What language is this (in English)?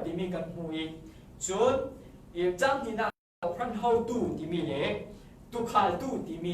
Falam Chin